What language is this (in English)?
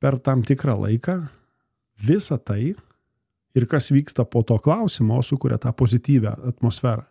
Lithuanian